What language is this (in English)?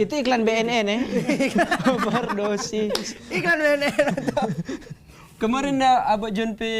Manado Malay